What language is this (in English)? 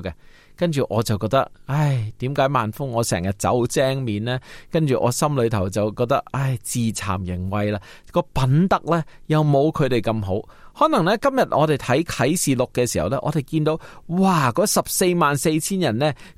Cantonese